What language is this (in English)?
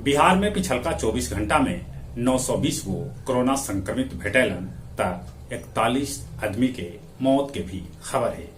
Magahi